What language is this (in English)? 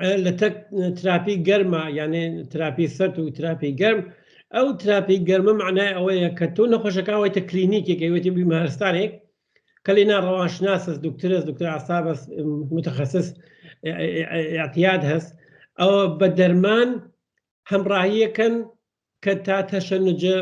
Central Kurdish